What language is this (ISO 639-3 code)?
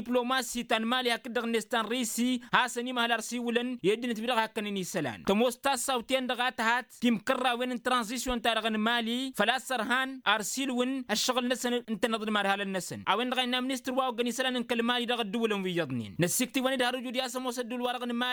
taq